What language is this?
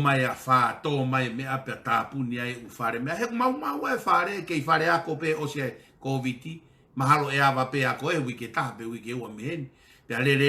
Tongan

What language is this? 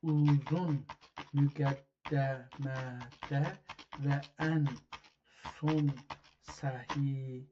South Azerbaijani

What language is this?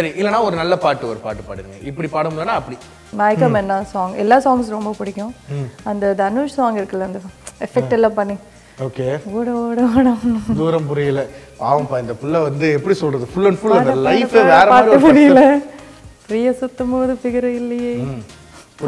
Tamil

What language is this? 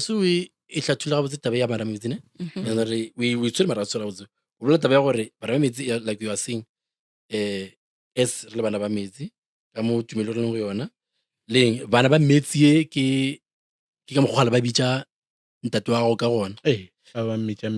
Northern Sotho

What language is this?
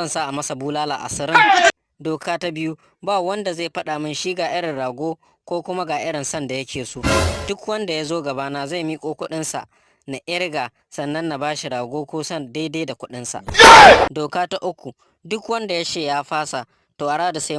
Hausa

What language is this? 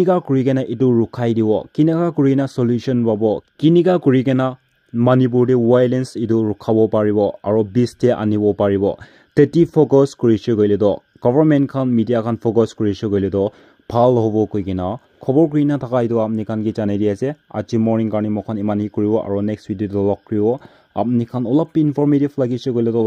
Naga Pidgin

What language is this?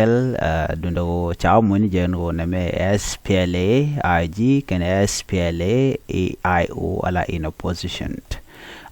Nuer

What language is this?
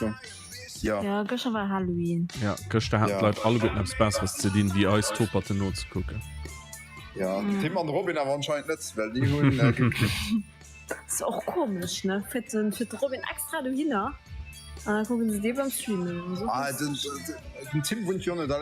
Luxembourgish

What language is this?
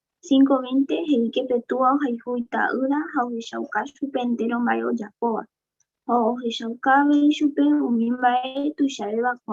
Guarani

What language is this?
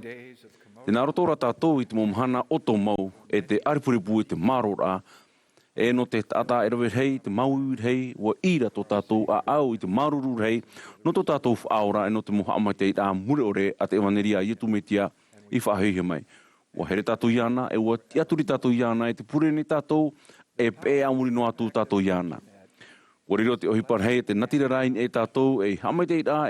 Tahitian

